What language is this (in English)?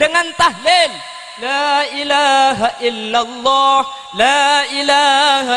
Madurese